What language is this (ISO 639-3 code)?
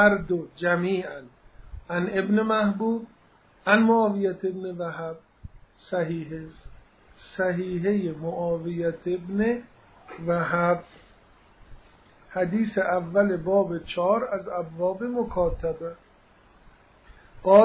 fas